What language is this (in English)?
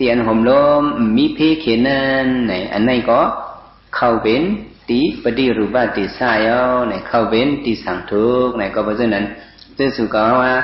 Shan